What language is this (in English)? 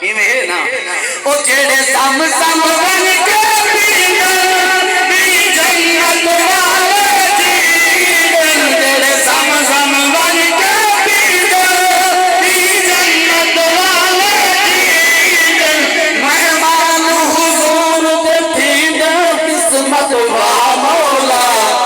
Saraiki